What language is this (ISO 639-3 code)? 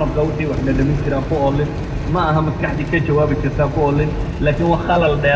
som